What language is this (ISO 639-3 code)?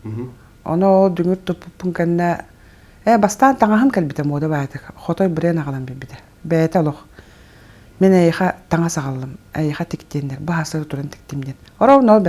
sah